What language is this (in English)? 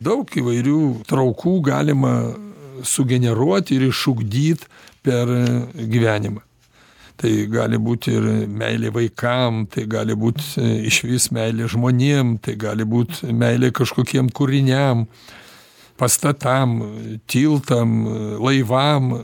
Lithuanian